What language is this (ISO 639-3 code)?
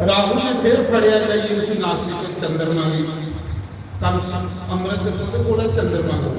doi